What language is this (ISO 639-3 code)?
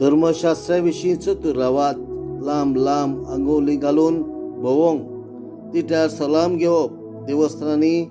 kok